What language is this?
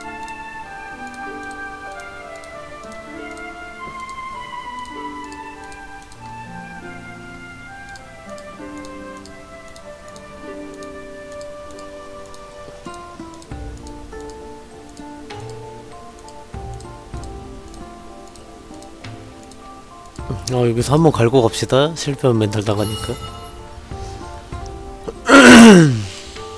Korean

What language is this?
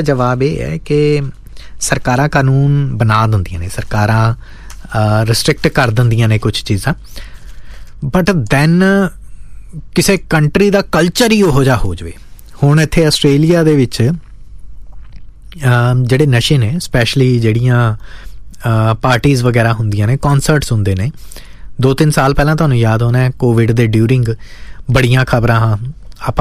Punjabi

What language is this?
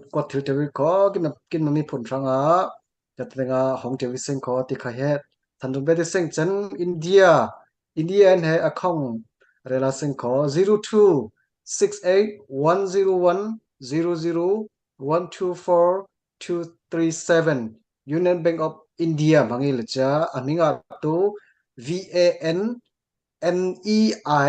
Falam Chin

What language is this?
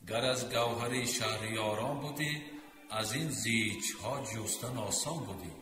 Tajik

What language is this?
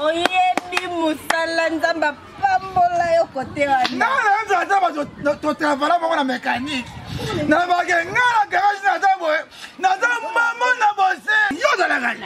Lingala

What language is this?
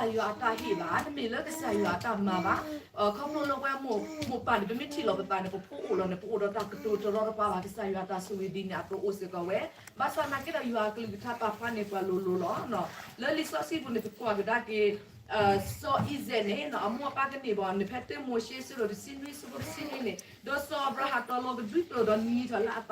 S'gaw Karen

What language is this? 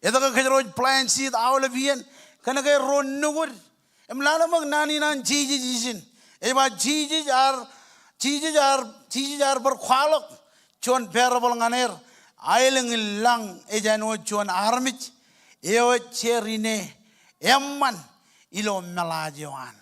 Marshallese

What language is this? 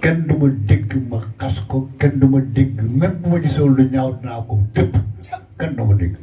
Wolof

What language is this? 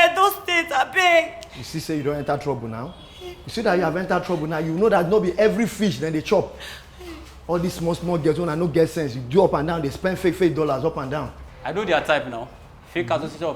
Nigerian Pidgin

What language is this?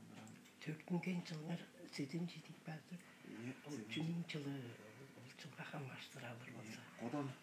Tuvinian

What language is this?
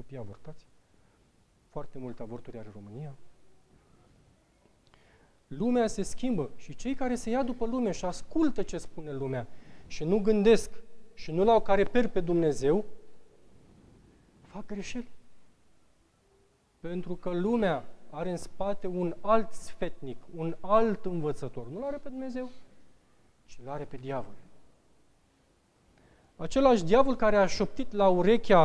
Romanian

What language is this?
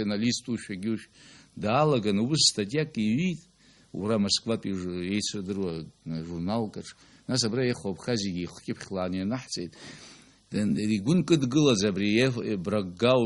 Abkhazian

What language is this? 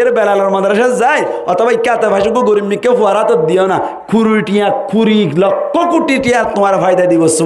Rohingya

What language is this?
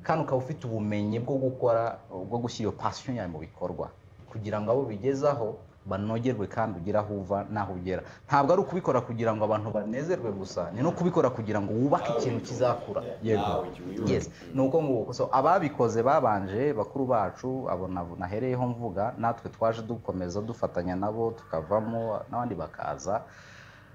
Kinyarwanda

